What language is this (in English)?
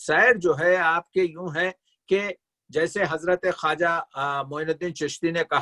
Urdu